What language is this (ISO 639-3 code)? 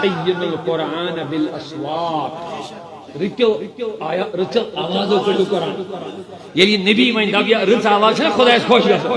kas